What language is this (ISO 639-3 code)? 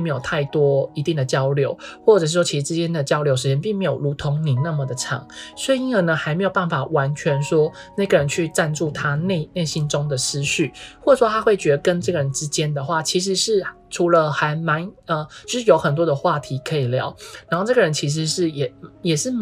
zho